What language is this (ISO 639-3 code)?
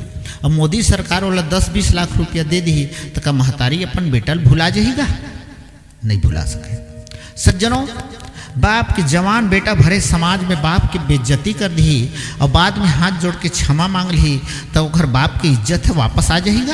hne